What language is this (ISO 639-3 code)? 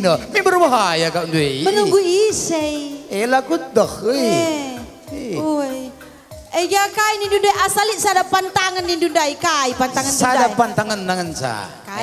btx